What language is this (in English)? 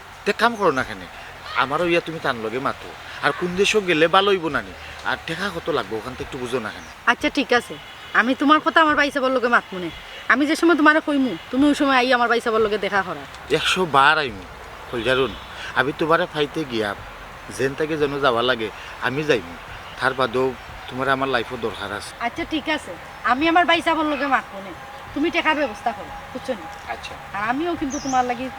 Sylheti